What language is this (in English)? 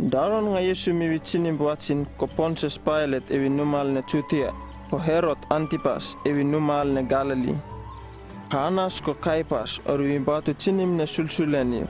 Uripiv-Wala-Rano-Atchin